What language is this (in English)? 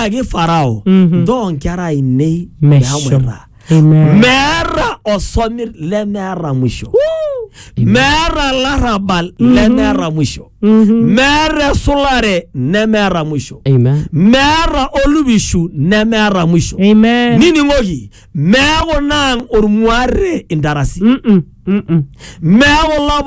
Masai